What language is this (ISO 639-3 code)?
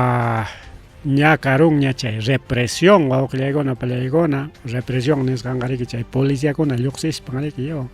quy